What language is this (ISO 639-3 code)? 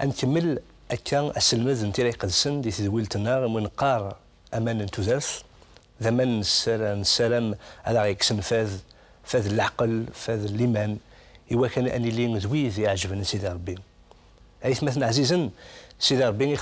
kab